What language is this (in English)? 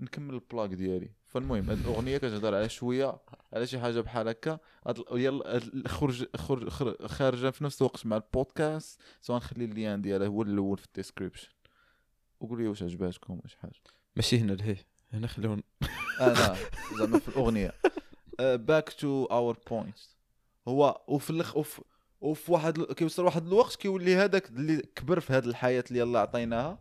Moroccan Arabic